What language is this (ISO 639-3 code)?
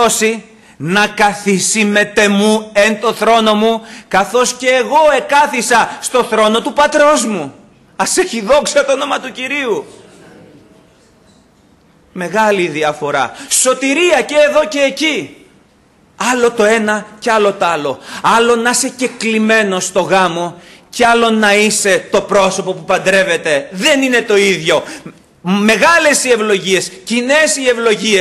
ell